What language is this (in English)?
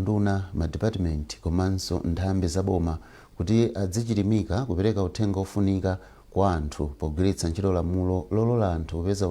Nyanja